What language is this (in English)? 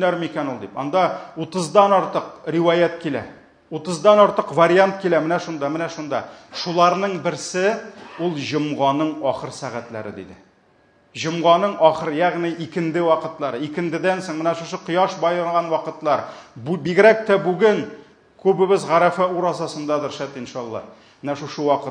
Tatar